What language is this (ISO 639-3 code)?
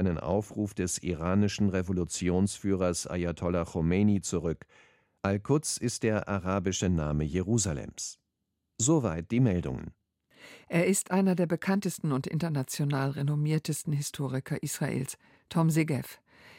deu